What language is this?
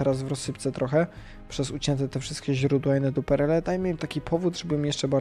Polish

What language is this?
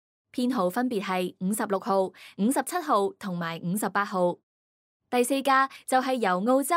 Cantonese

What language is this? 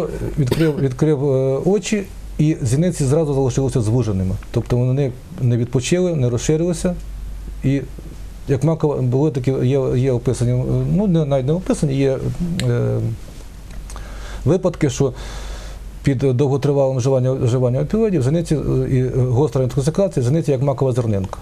Ukrainian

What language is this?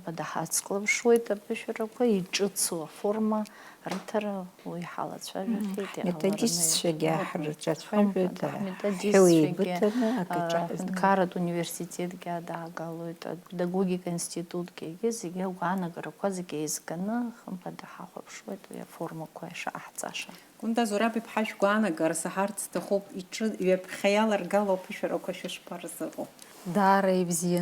Abkhazian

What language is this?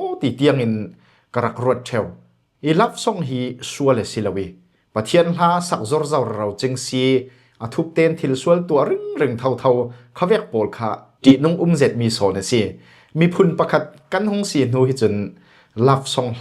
Falam Chin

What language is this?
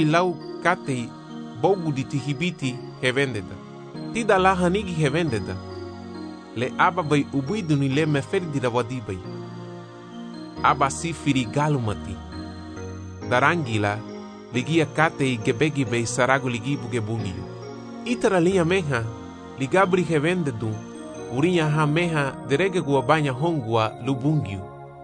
Garifuna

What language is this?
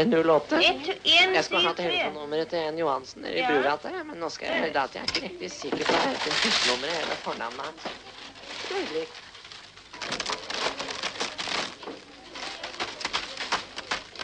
Norwegian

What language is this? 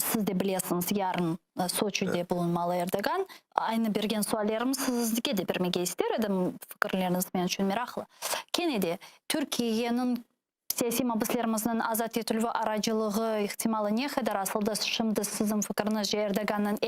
Crimean Tatar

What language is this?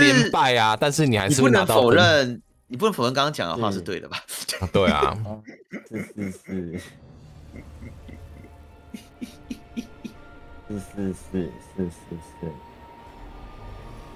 Chinese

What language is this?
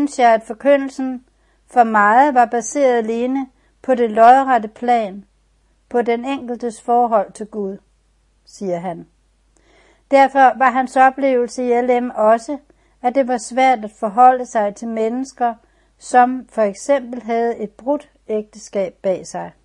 Danish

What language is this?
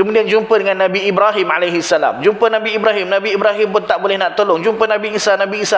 Malay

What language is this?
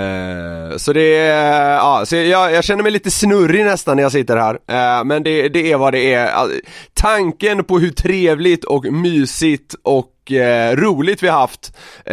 Swedish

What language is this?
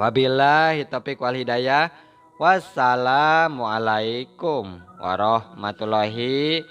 Sundanese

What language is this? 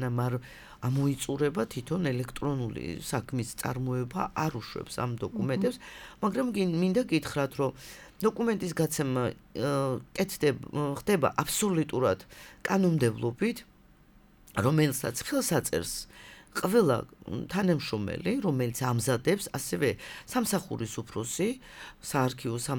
Georgian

